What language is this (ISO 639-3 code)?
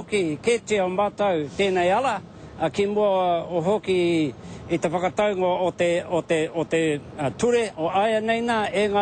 mri